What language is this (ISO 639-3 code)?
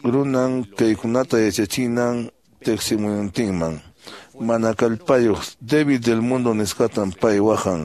que